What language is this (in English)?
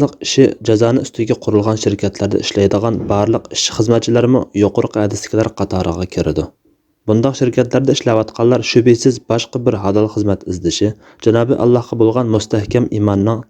Uyghur